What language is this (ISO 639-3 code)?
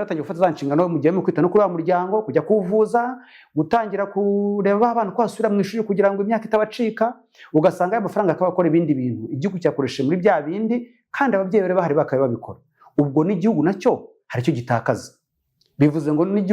kin